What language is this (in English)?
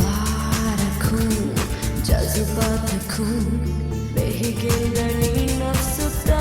Divehi